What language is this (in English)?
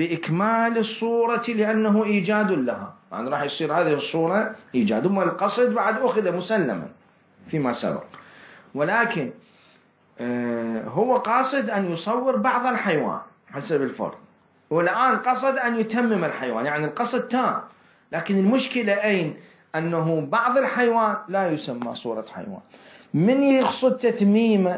Mesopotamian Arabic